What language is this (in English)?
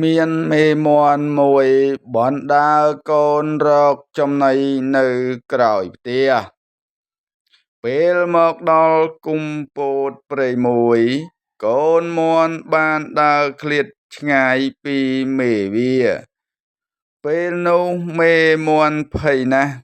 Khmer